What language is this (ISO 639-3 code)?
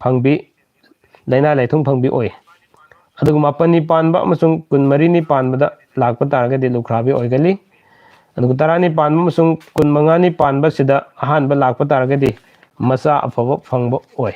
mni